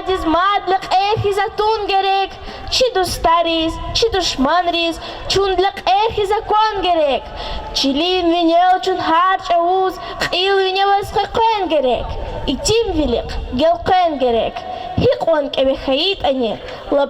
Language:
Lezghian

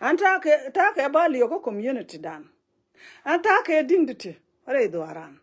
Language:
Nuer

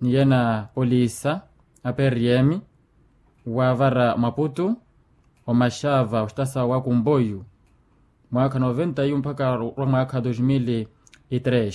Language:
Makhuwa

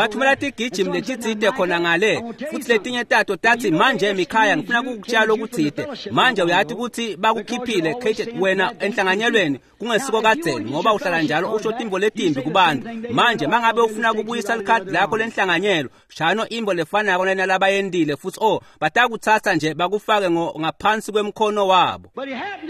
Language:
Swati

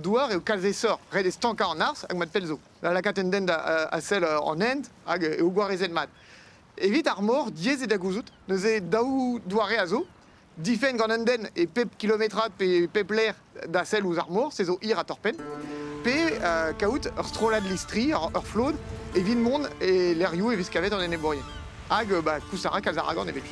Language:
Breton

